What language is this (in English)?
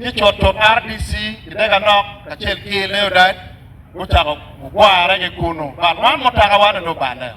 Acoli